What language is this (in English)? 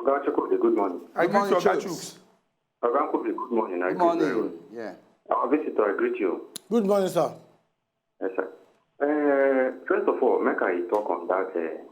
Nigerian Pidgin